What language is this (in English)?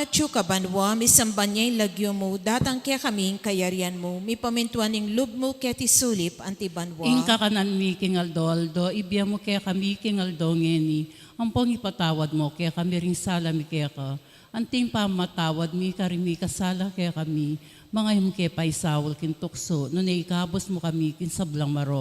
Pampanga